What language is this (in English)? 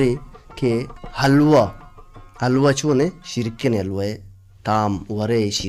Baluchi